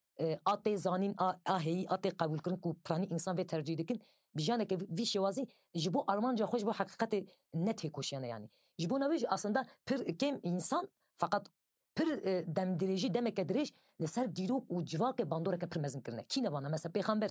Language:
Kurdish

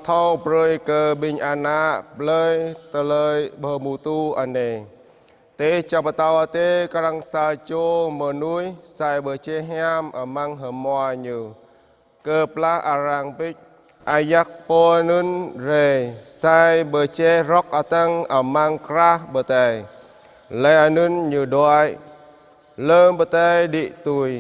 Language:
Jarai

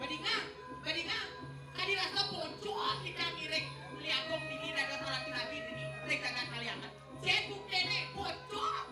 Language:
Balinese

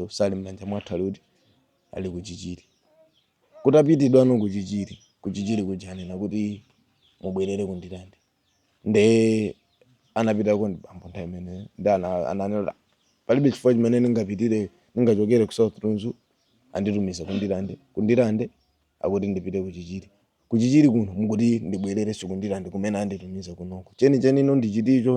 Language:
Nyanja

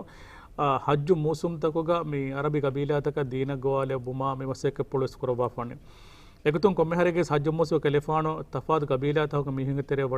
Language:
Divehi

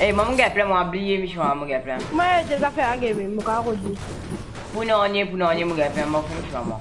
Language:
Morisyen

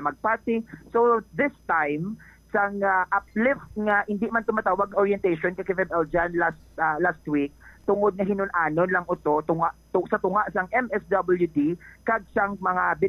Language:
Hiligaynon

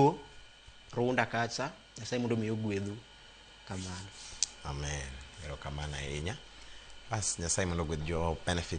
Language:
Luo (Kenya and Tanzania)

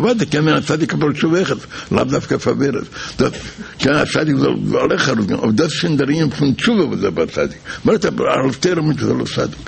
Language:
Yiddish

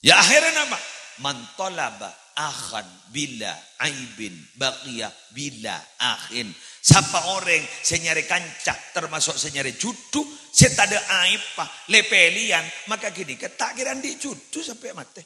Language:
Madurese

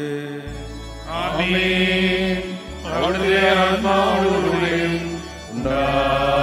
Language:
Malayalam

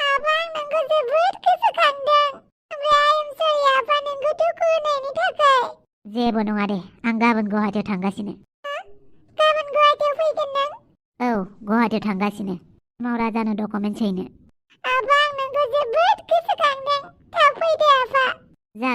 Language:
Bodo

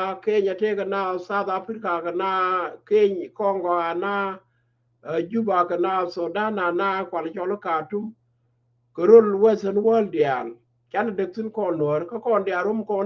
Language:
Nuer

